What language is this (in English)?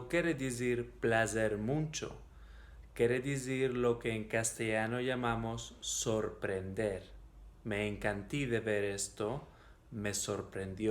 Ladino